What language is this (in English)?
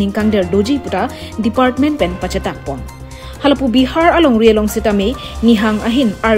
Karbi